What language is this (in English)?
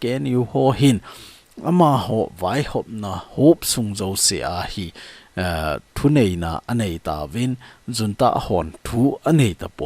Thado Chin